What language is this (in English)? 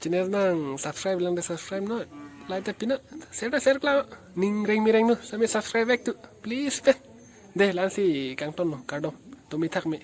Karbi